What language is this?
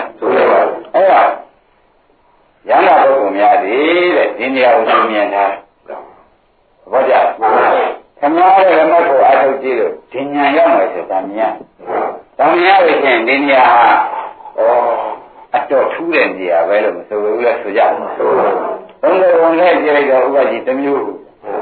Burmese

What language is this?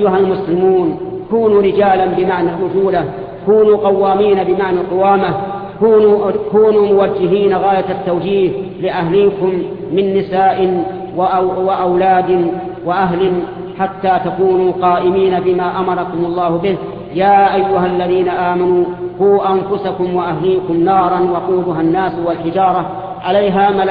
Arabic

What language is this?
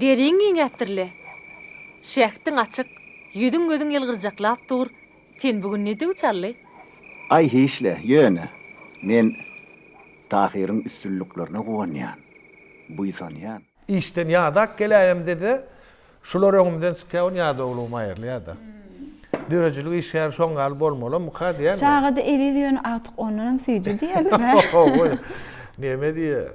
Turkmen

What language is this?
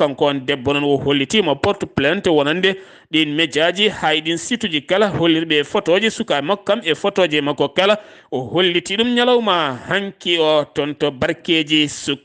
Fula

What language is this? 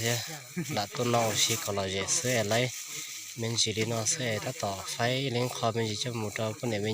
Hmong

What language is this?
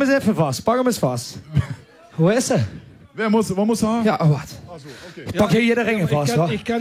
Limburgish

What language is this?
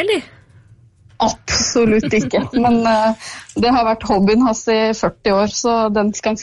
Norwegian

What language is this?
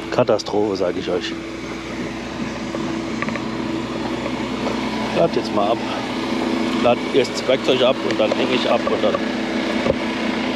German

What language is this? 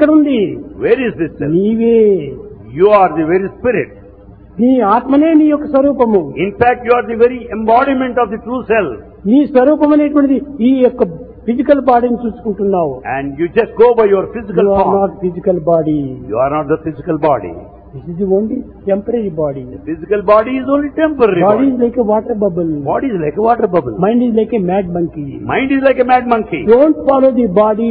Telugu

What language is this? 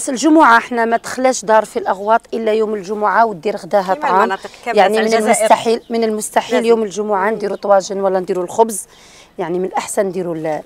Algerian Arabic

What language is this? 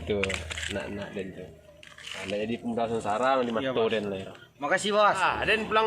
Minangkabau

